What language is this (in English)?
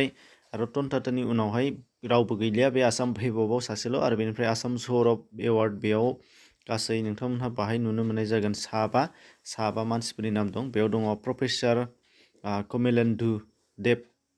Bodo